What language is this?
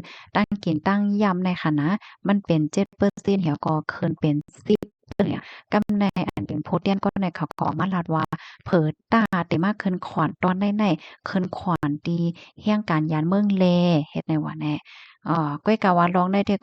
Shan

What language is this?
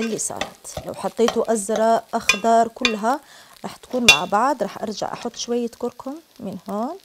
Algerian Arabic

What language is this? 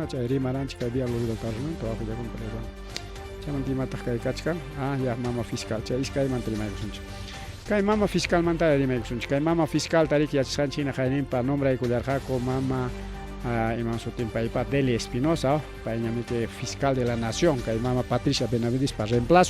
Ayacucho Quechua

